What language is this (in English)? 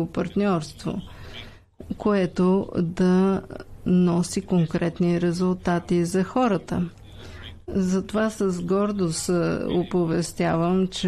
Bulgarian